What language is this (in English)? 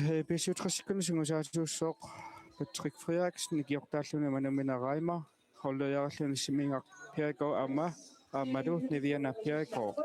Kalaallisut